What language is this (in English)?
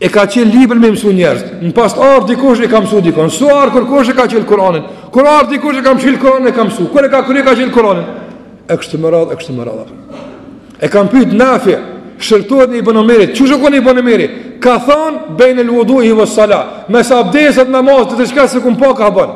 Albanian